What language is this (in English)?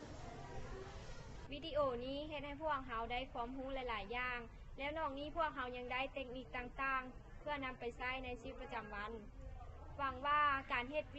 Lao